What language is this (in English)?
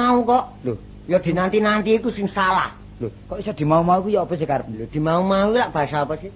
Javanese